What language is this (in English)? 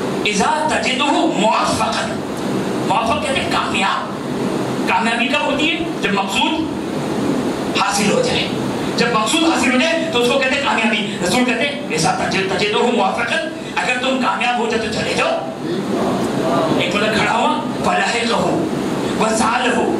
Urdu